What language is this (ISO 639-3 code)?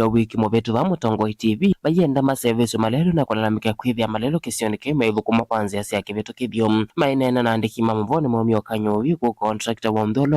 kam